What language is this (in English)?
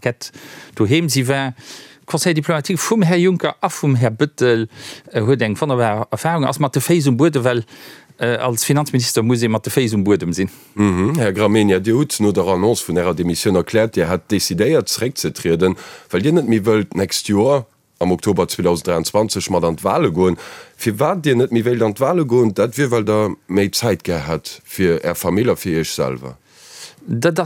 Luxembourgish